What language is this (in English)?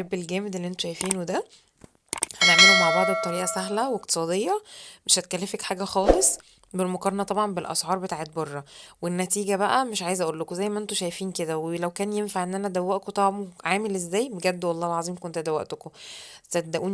Egyptian Arabic